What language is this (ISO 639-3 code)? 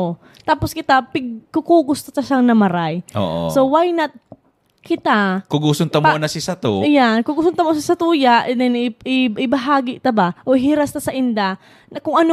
bik